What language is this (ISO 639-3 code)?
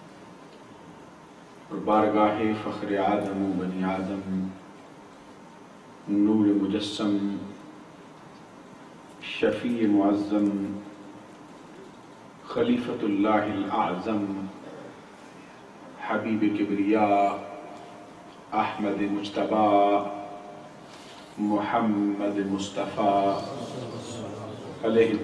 urd